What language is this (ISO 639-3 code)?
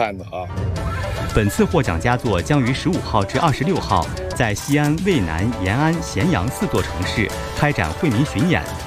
zho